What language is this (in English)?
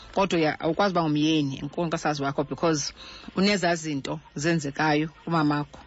Xhosa